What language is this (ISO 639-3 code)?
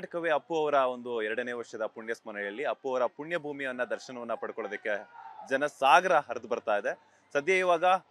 kan